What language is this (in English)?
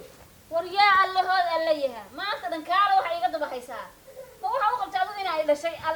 Somali